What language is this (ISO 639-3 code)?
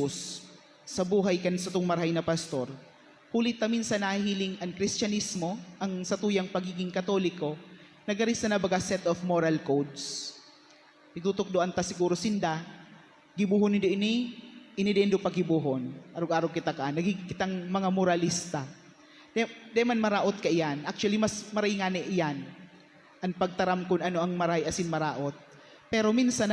bik